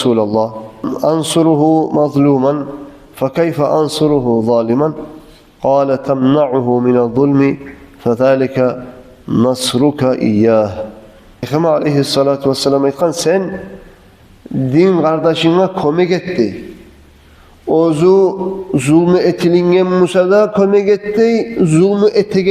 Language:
Kumyk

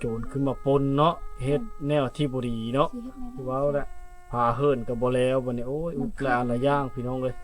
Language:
Lao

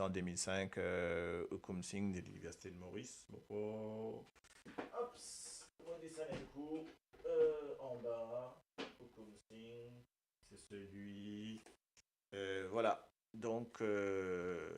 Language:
Morisyen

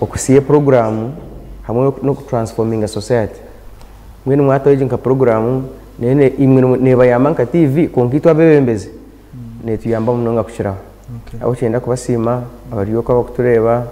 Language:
Nyankole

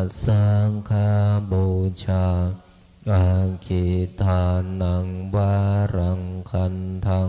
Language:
Pali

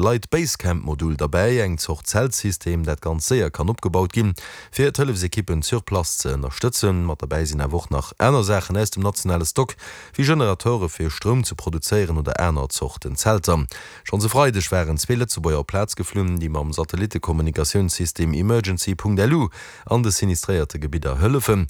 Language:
Luxembourgish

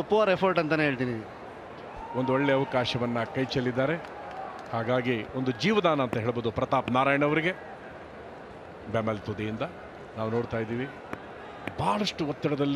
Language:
Kannada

